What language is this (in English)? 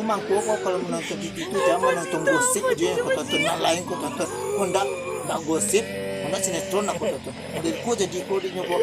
Minangkabau